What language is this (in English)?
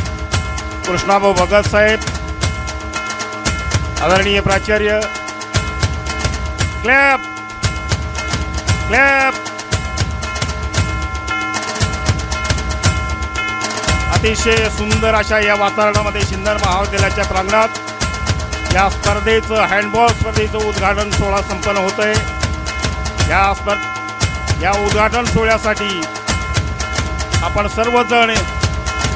Marathi